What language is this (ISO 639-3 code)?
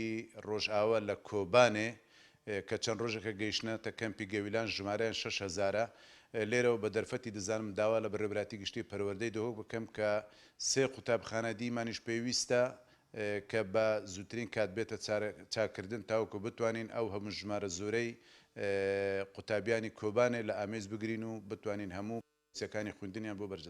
ckb